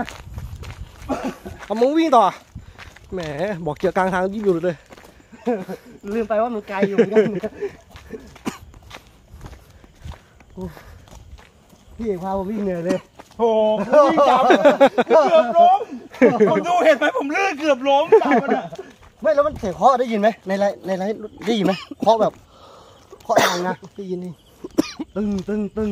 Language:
Thai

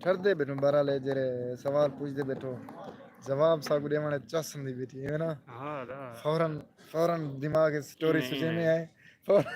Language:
Saraiki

